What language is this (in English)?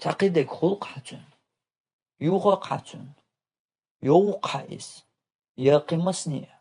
Chechen